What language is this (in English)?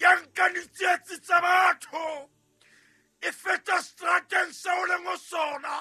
Southern Sotho